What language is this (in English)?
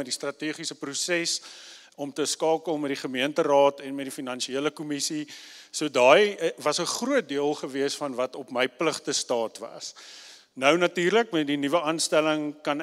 Afrikaans